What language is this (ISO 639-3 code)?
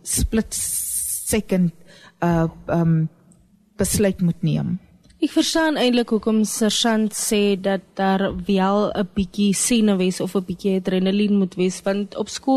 afr